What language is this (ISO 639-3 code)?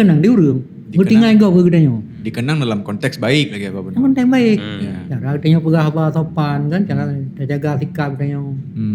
ace